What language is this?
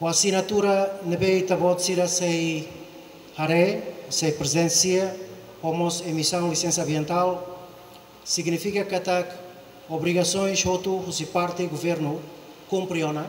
Tetum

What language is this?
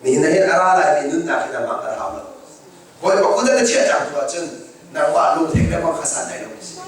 Hakha Chin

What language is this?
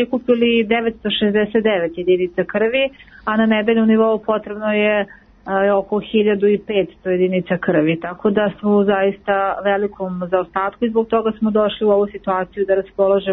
Serbian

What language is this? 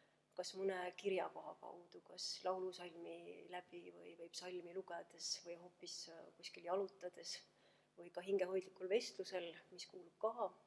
Estonian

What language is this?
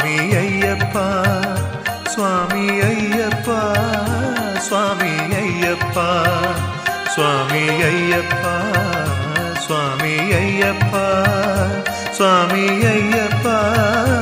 Kannada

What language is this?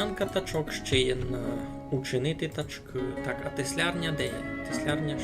Rusyn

